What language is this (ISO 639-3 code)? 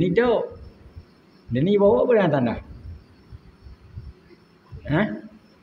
msa